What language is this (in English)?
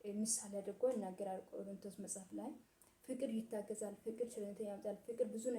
Amharic